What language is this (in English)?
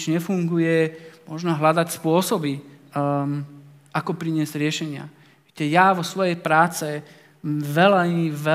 Slovak